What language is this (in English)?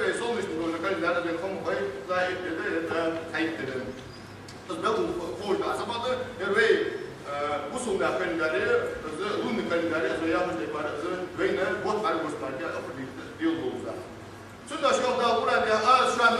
Ingush